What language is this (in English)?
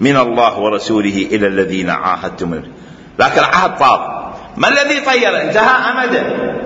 Mesopotamian Arabic